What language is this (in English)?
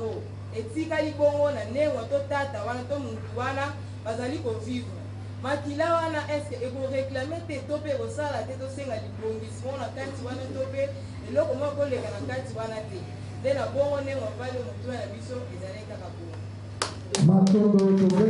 Lingala